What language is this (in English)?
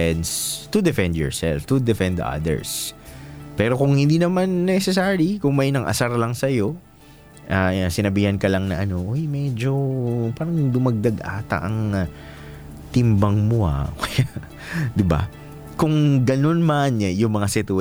Filipino